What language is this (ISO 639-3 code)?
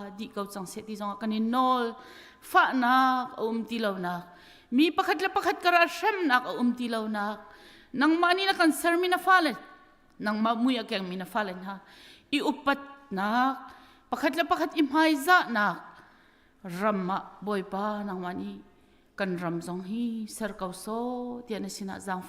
cnh